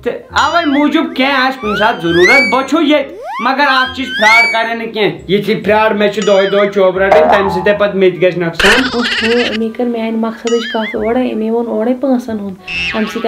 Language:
Kashmiri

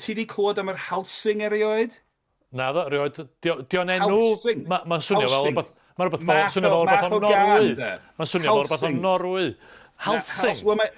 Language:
Welsh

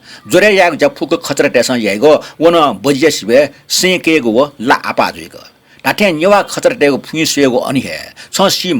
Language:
Newari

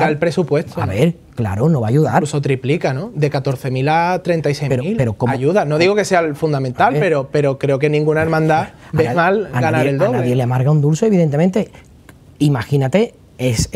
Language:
Spanish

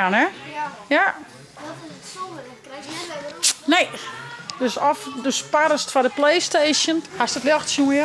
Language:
Western Frisian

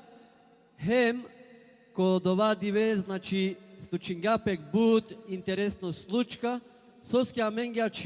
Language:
Balkan Romani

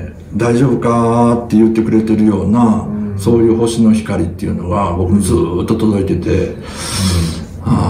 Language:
Japanese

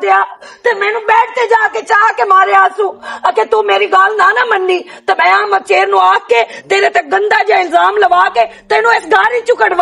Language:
Western Panjabi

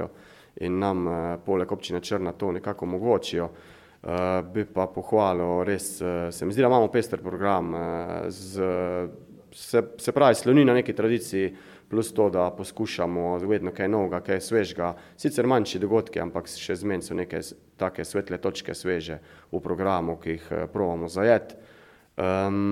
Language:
Slovenian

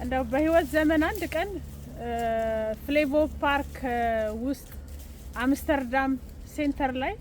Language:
Amharic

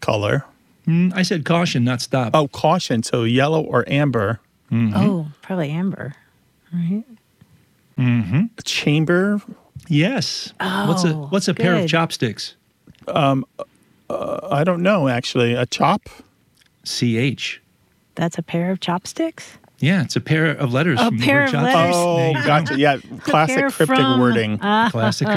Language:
English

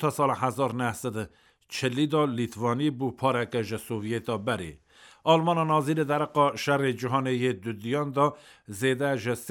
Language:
Kurdish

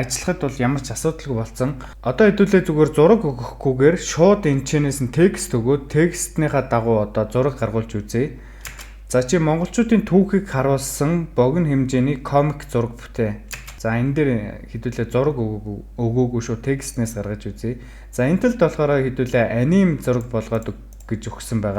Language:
Mongolian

